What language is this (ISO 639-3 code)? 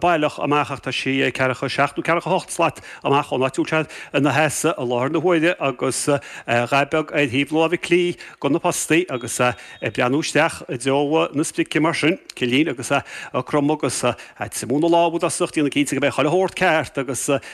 gle